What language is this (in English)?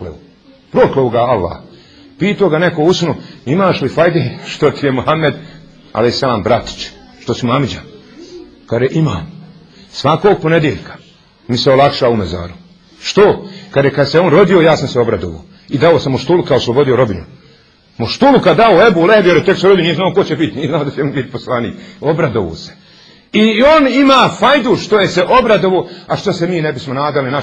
Bosnian